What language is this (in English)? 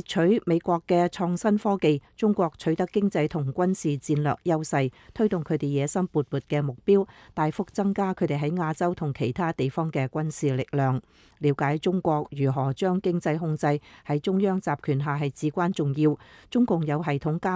Cantonese